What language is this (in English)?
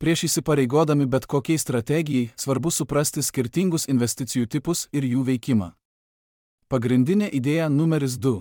Lithuanian